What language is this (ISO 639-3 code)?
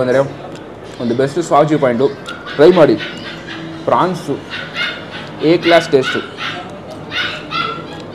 kan